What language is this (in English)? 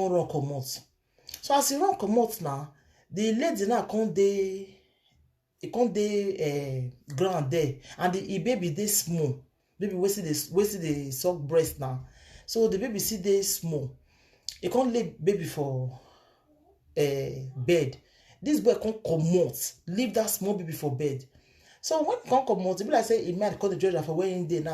Nigerian Pidgin